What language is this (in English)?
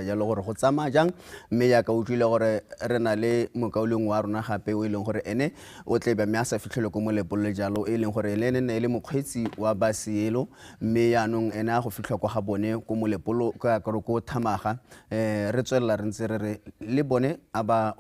Tswana